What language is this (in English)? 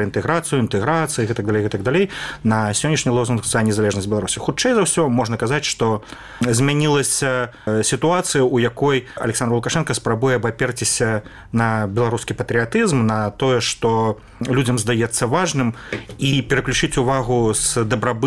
Belarusian